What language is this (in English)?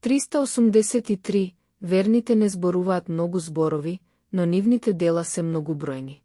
Macedonian